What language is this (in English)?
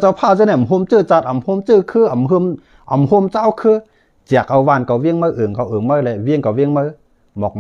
Shan